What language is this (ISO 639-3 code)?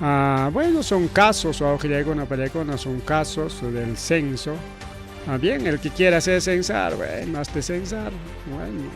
quy